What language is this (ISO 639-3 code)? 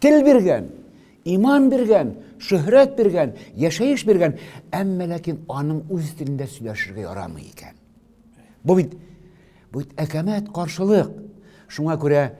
tat